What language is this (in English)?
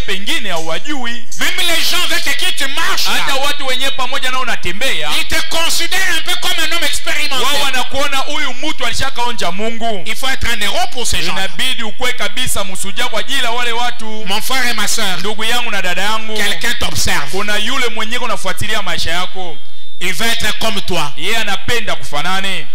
Swahili